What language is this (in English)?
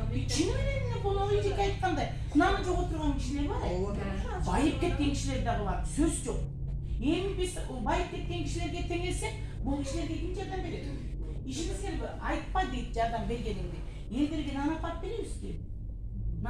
Kyrgyz